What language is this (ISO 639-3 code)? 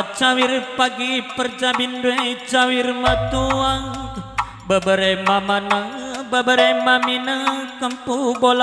btx